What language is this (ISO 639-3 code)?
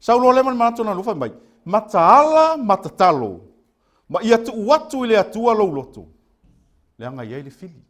smo